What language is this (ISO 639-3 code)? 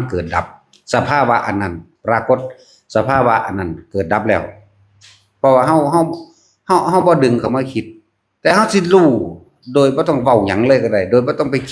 tts